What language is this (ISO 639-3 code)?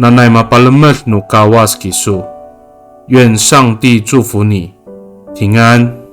ami